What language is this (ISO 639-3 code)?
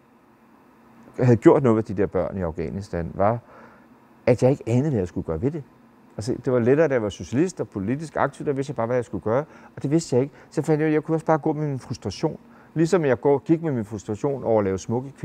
dan